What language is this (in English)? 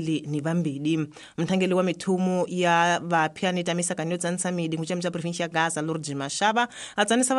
Tsonga